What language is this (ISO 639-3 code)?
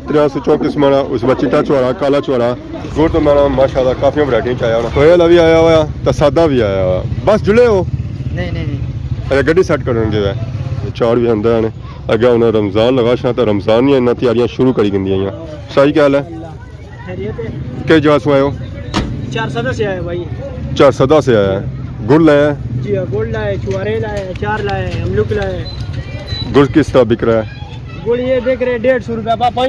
phr